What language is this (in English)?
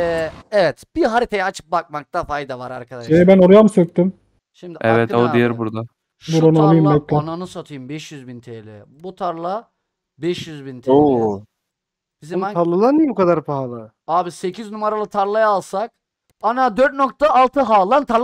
Turkish